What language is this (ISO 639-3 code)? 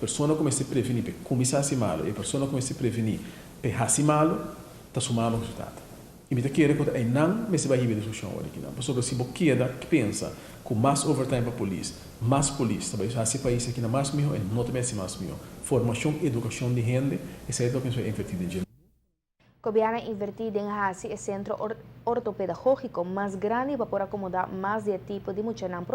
pap